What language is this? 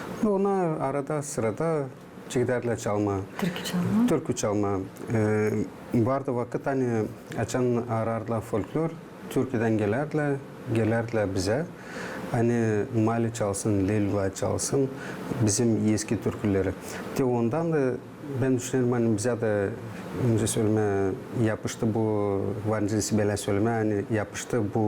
Gagauz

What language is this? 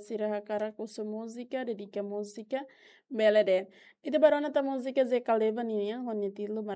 Tetum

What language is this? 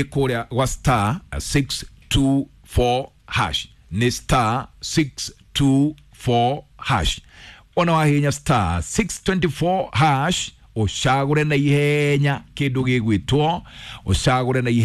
Kikuyu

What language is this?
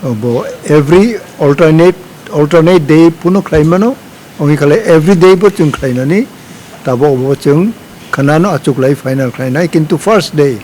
Kok Borok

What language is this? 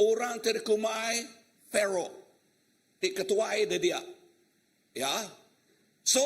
Iban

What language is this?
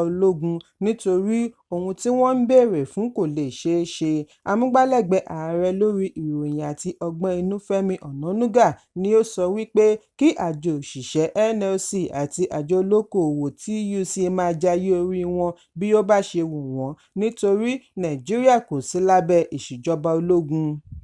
Yoruba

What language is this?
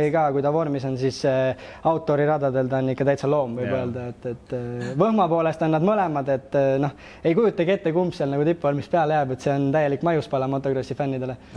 Estonian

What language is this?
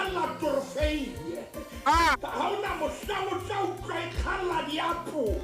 Southern Sotho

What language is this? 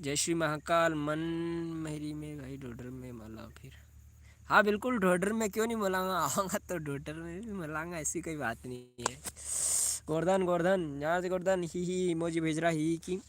Rajasthani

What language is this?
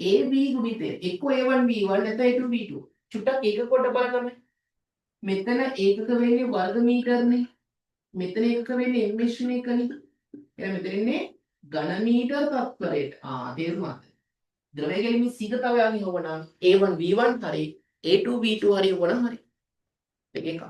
Sinhala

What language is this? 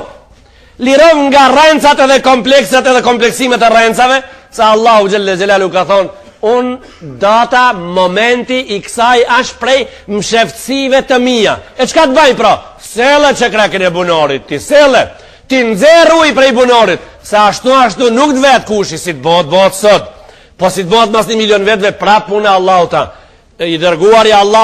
Albanian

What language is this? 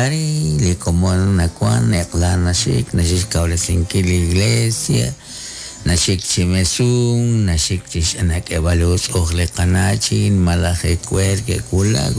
Kekchí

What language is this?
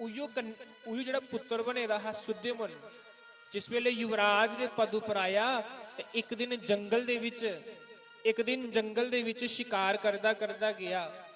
Dogri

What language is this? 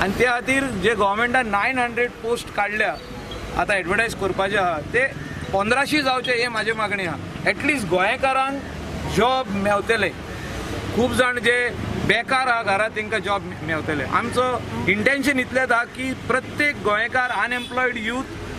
Konkani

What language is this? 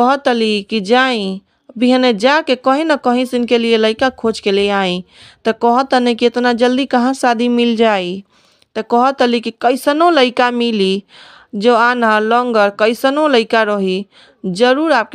Bhojpuri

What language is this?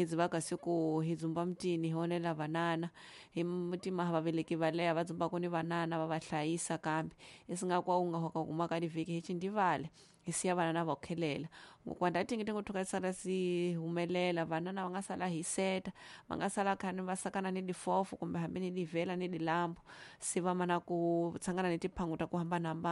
Tsonga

